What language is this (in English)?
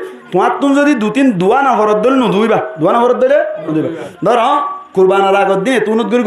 Rohingya